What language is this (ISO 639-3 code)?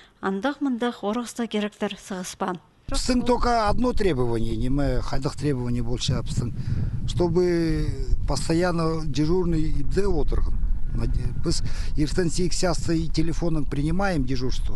kjh